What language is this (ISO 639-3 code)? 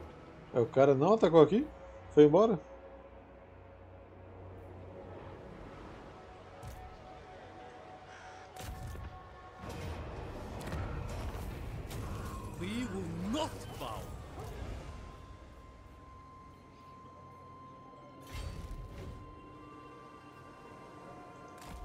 por